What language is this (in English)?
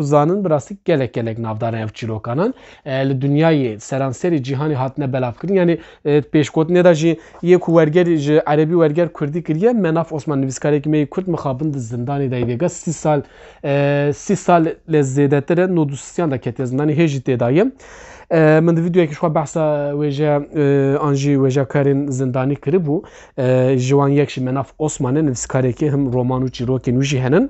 Kurdish